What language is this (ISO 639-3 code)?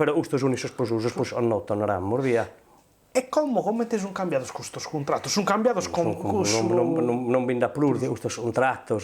srd